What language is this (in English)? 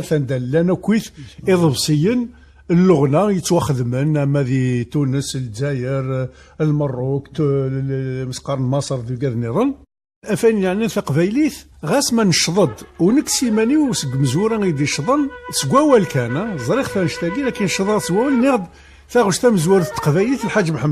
Kabyle